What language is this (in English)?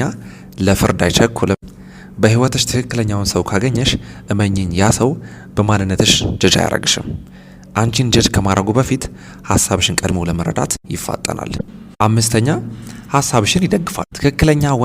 Amharic